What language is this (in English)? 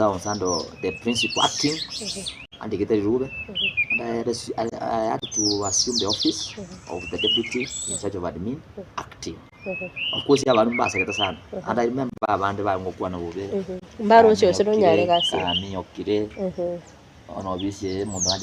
Gusii